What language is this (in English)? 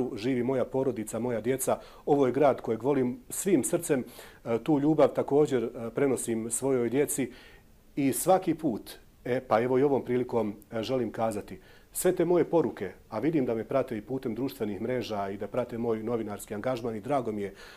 Bosnian